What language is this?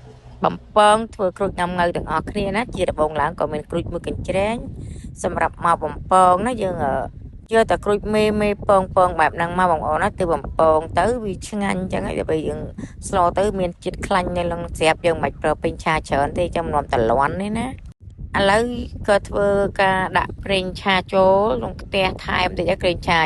Khmer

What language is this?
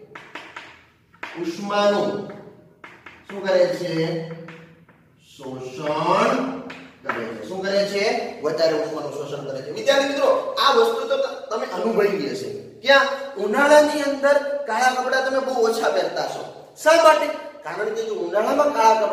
Gujarati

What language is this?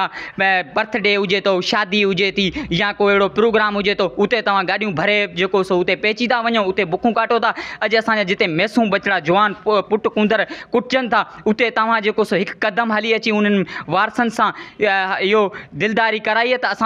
Sindhi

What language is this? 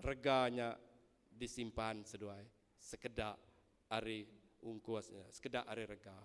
Iban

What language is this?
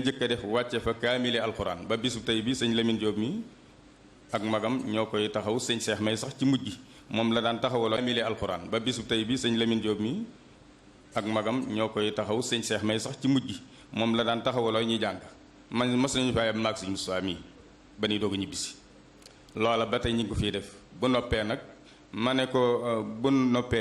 Wolof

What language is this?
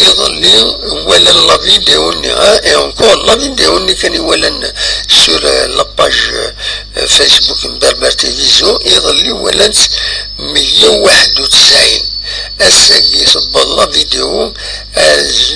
Kabyle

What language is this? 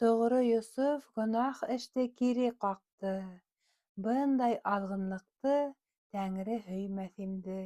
Bashkir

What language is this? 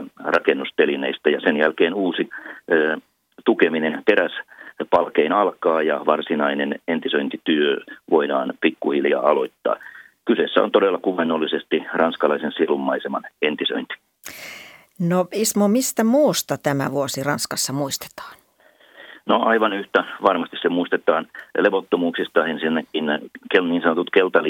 Finnish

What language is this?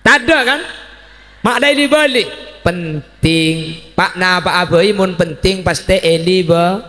Madurese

